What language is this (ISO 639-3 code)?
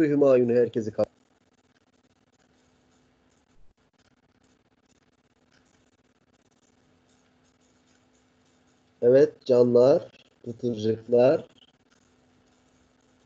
tur